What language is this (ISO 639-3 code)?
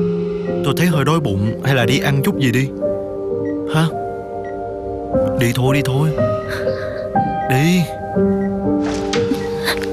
vie